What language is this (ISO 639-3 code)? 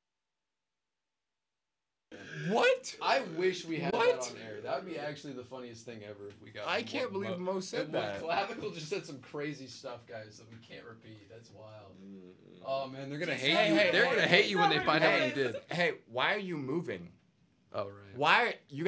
eng